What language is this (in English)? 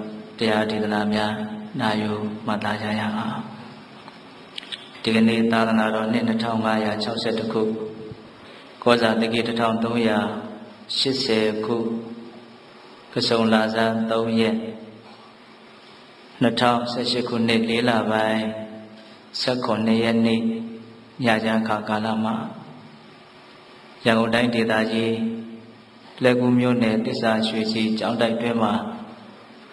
Burmese